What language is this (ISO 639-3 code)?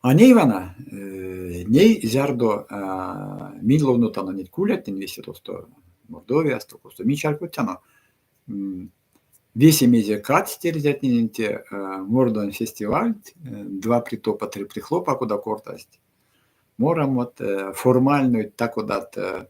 myv